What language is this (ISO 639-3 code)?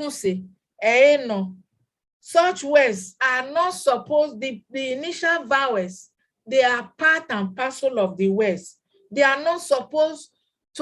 bin